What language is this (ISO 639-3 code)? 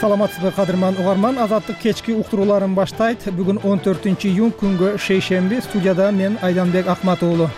kir